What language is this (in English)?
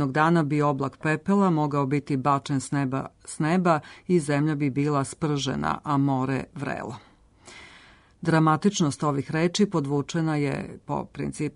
Serbian